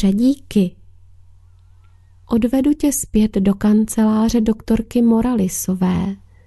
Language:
Czech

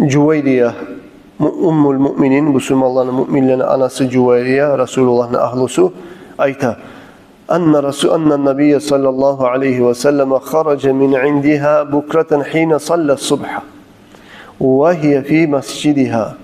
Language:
Kumyk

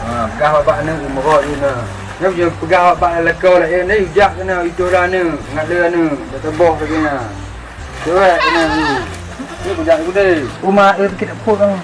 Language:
Achinese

